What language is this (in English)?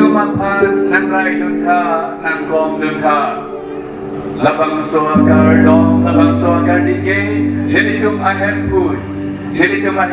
Karbi